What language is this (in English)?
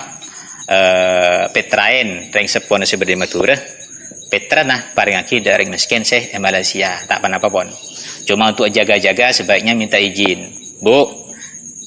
Madurese